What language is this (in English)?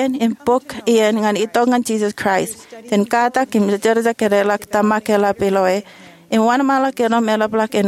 Marshallese